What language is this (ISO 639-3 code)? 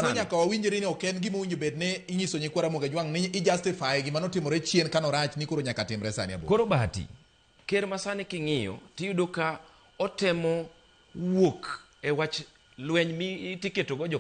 luo